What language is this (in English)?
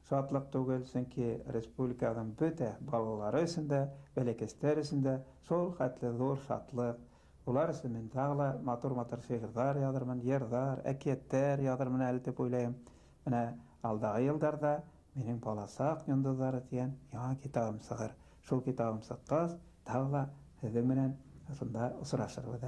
Bashkir